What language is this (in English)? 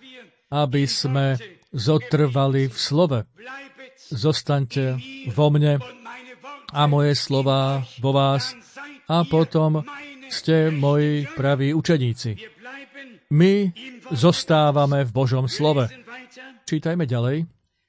Slovak